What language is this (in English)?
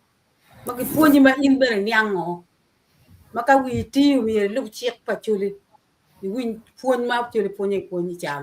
Acoli